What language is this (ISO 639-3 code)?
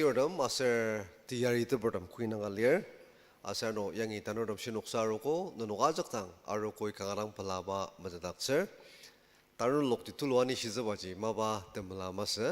njo